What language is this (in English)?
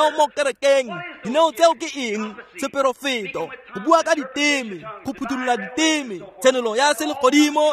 Tswana